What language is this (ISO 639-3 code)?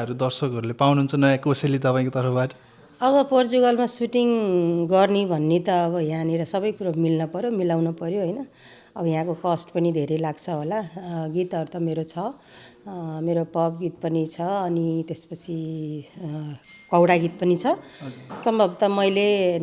nep